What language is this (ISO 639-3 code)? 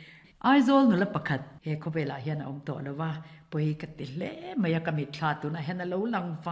lus